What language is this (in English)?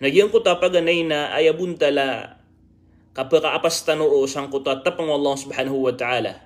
Maranao